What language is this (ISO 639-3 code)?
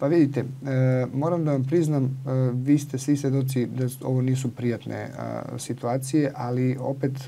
srp